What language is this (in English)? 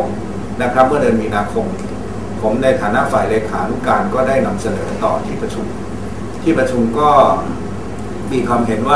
Thai